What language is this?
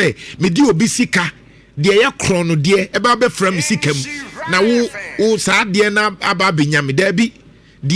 Akan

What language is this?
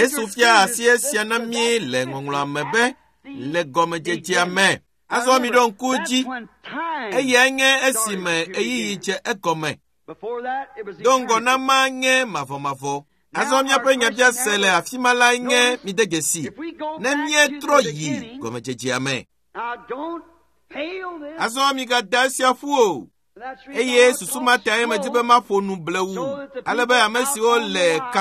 Ewe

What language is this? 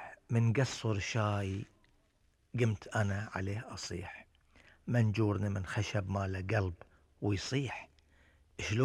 Gulf Arabic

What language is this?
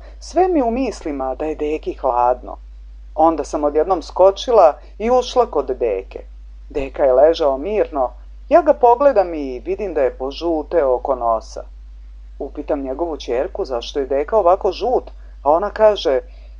Serbian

